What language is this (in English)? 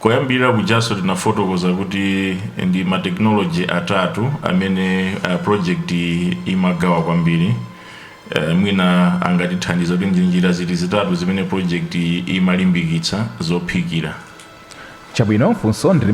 Nyanja